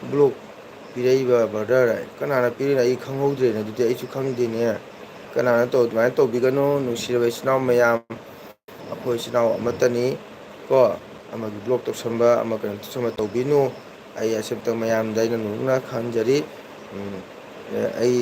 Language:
Manipuri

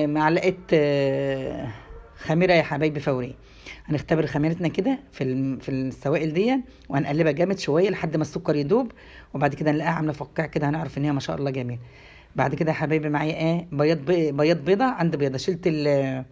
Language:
Egyptian Arabic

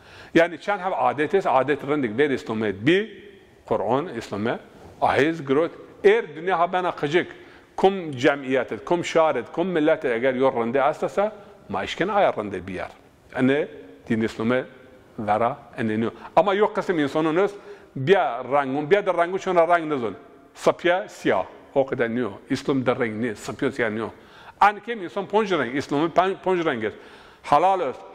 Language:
Zaza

